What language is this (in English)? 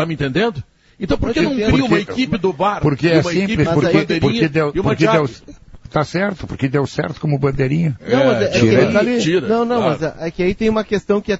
Portuguese